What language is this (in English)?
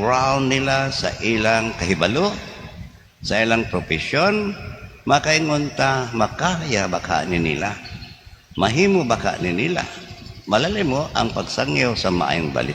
Cebuano